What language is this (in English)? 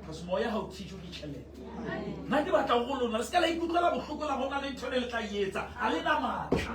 Southern Sotho